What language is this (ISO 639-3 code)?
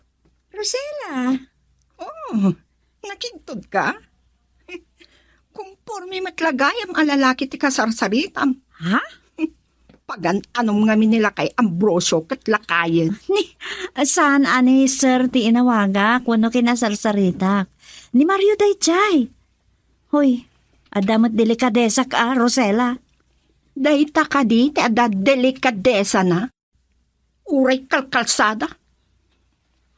ilo